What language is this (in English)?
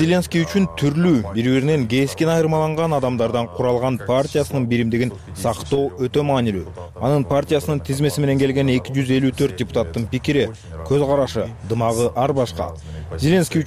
Kyrgyz